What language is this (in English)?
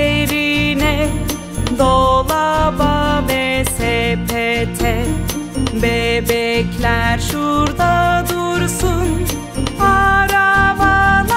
Turkish